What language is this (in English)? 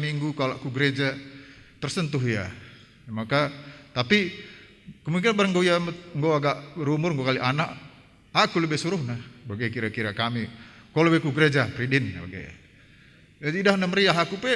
Batak Karo